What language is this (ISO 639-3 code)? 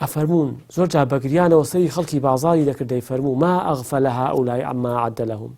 ckb